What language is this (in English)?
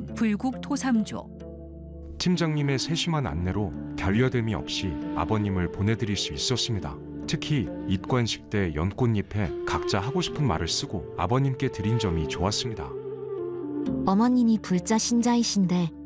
Korean